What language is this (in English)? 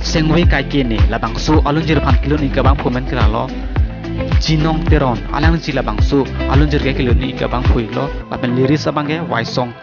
Karbi